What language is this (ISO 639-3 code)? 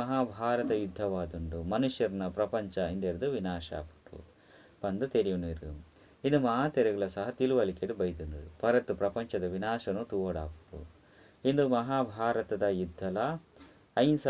tcy